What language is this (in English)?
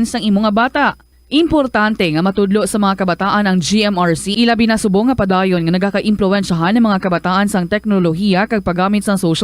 Hiligaynon